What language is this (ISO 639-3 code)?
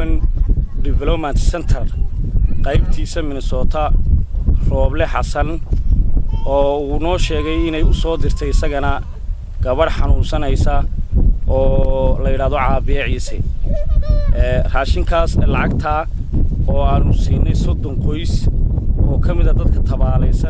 som